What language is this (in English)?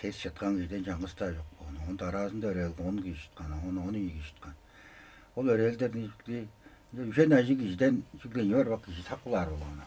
Tuvinian